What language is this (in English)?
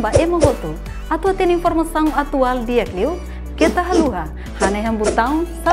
Tetum